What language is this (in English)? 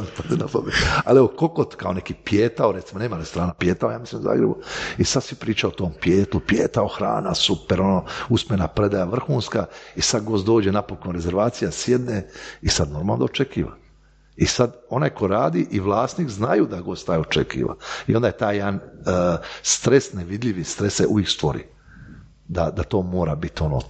Croatian